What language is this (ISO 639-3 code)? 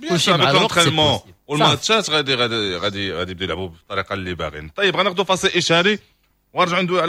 ary